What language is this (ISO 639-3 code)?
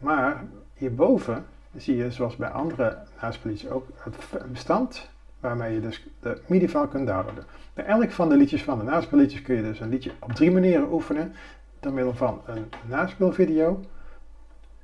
nld